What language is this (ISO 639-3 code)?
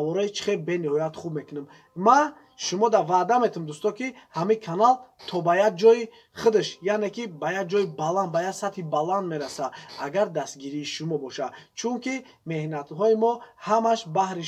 tgk